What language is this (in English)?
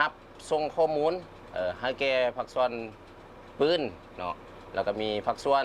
Lao